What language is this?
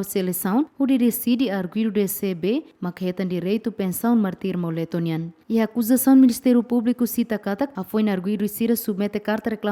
Tetum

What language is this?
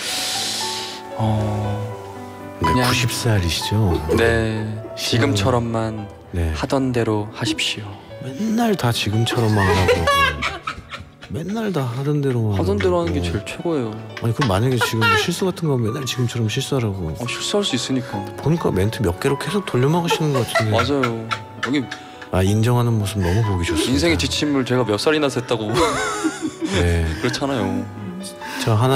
Korean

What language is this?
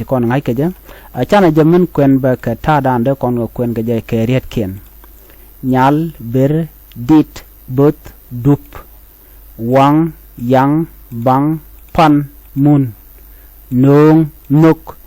Nuer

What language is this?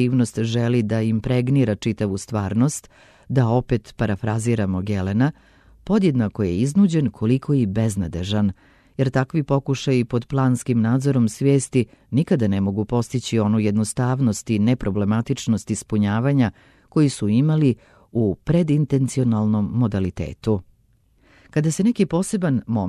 Serbian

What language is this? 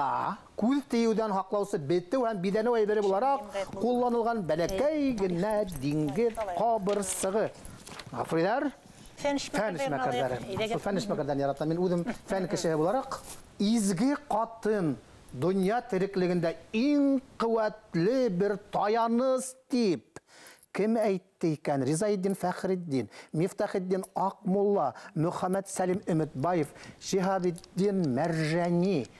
Bashkir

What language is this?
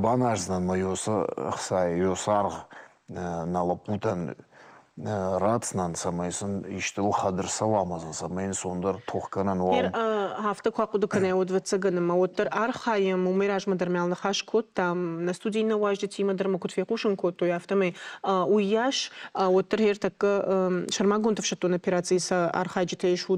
Ossetic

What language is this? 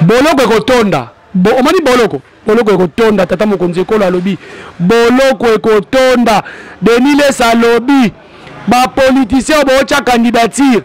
Lingala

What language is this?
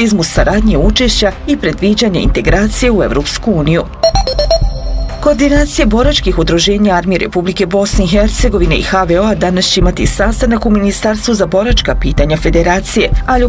Bosnian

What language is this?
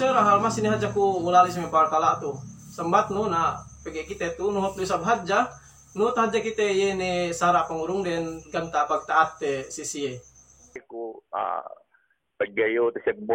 Yakan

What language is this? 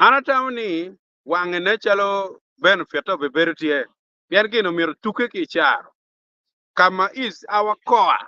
Acoli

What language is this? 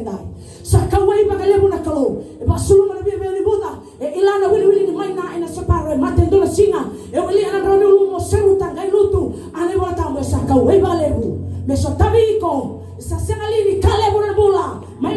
Fijian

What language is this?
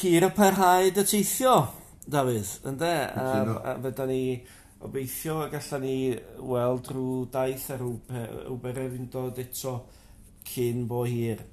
Welsh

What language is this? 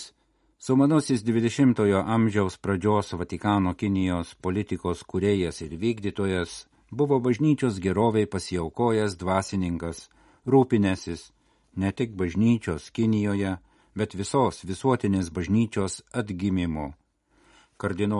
Lithuanian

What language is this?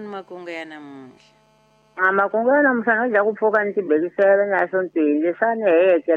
Tsonga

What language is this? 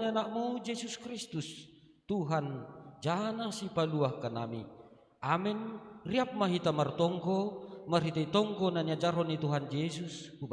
Batak Simalungun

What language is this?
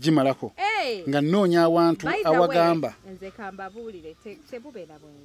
Ganda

